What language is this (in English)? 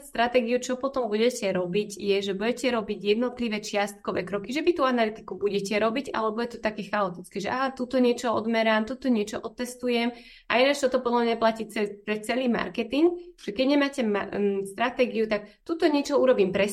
Slovak